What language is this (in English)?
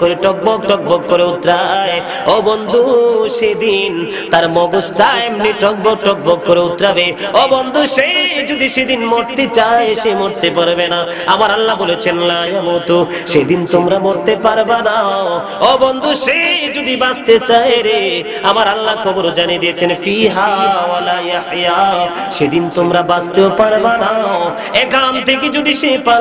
Bangla